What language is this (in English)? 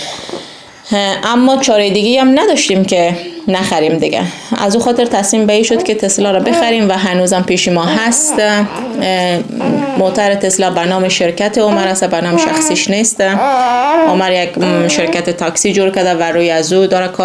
Persian